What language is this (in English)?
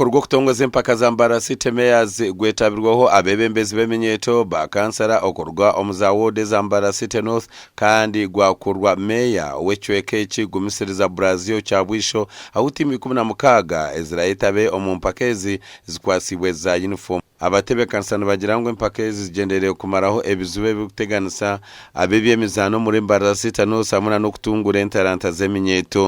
Nyankole